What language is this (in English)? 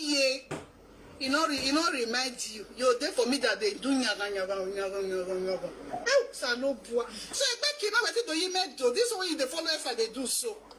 Nigerian Pidgin